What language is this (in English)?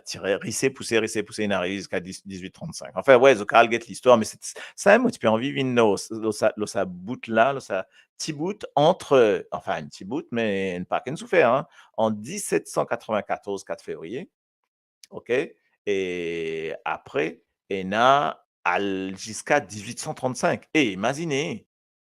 Morisyen